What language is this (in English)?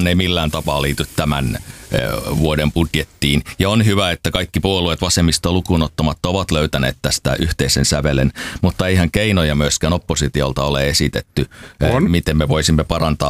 Finnish